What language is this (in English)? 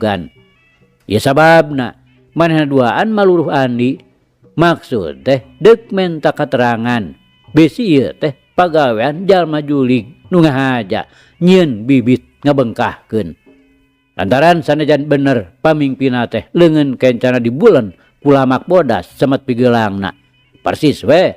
Sundanese